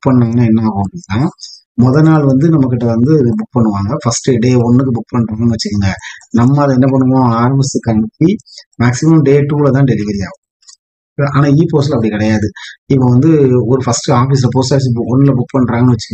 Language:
Tamil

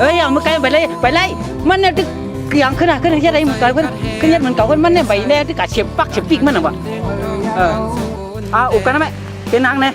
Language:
Shan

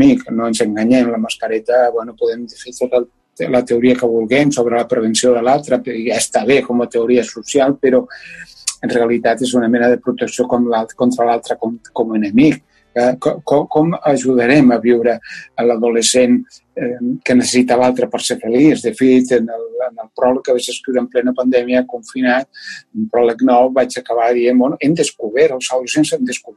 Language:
Catalan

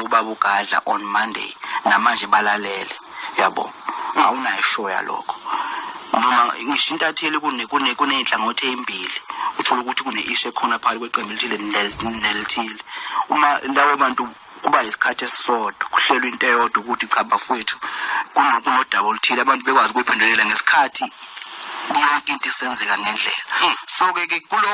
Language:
Zulu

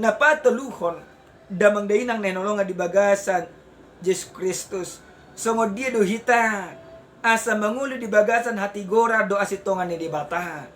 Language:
Batak Toba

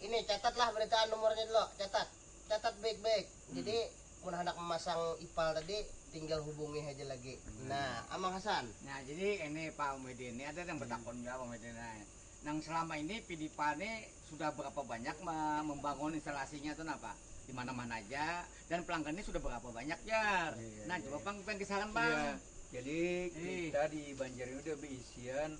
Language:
Banjar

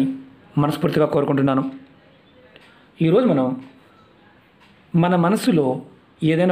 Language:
Telugu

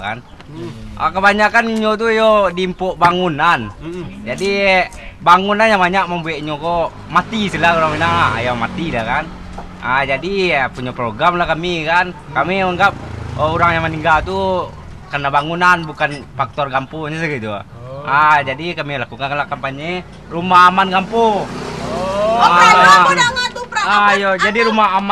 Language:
Minangkabau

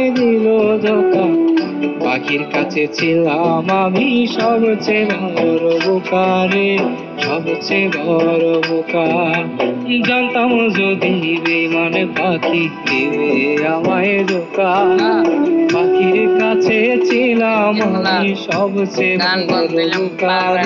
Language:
Bangla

